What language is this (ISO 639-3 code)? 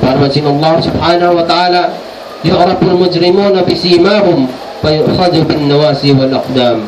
tsg